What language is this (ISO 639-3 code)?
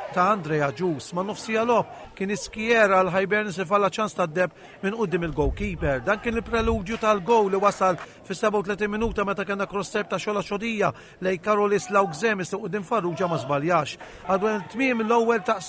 mlt